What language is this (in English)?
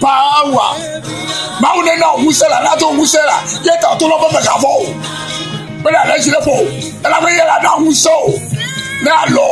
Ewe